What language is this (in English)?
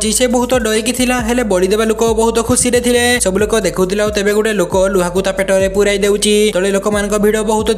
Odia